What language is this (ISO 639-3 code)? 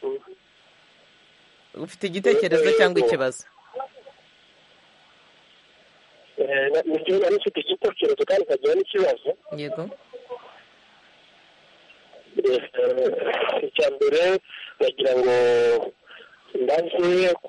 kin